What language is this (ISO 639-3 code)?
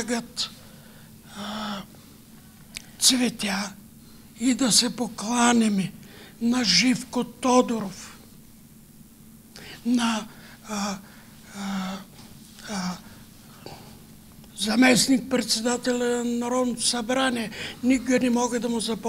bul